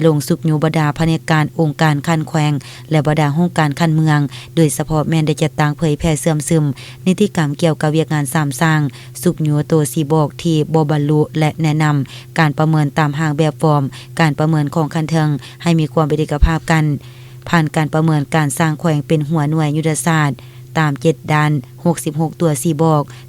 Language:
Lao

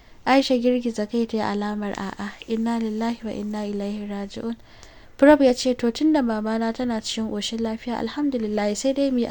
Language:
Hausa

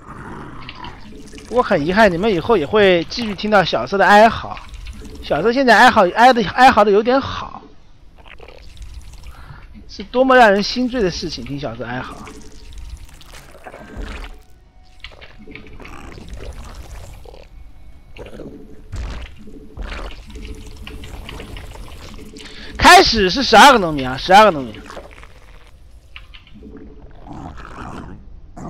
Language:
Chinese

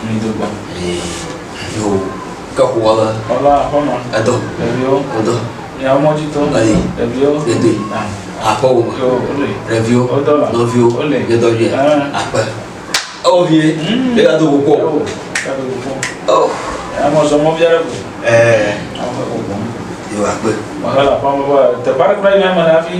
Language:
Ewe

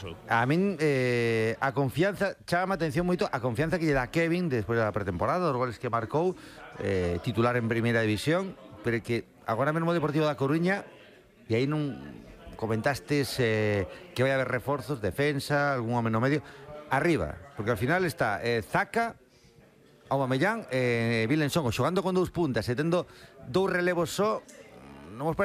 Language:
Galician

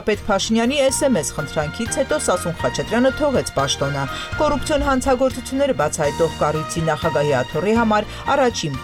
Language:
Armenian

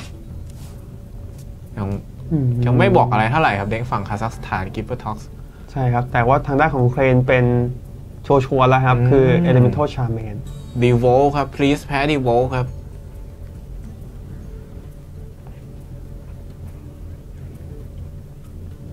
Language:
Thai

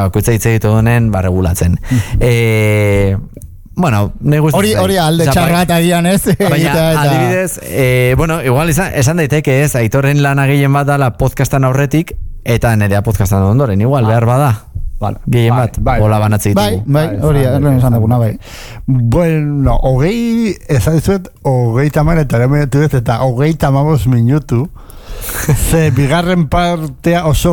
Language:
Basque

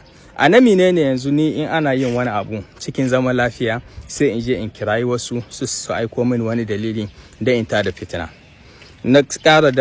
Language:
Hausa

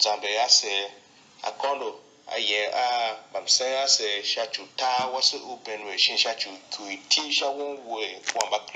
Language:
Tiv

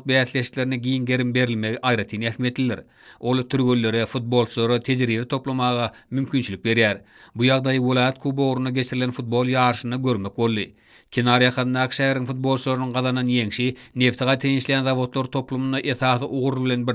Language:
Turkmen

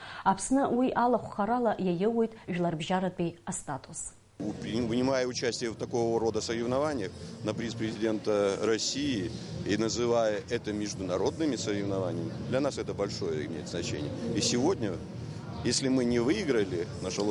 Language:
Abkhazian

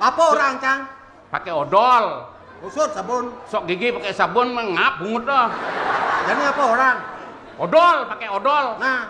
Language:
Balinese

